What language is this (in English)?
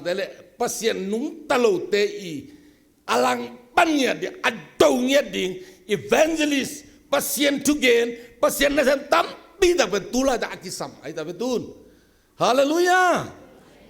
Tedim Chin